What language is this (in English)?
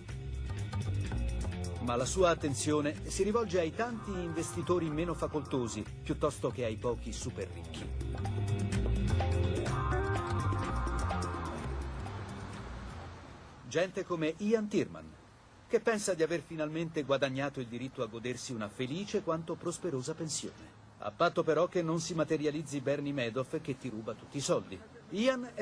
Italian